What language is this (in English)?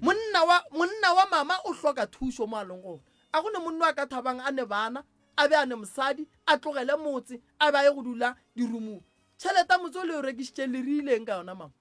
Northern Sotho